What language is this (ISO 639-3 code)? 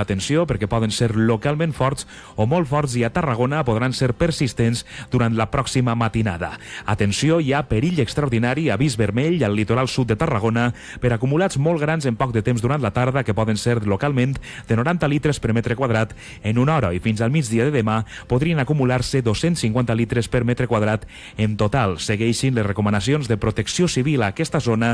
cat